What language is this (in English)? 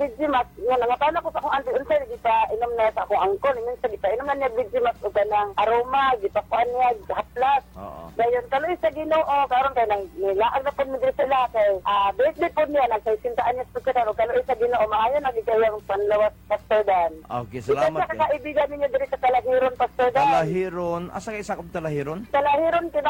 Cebuano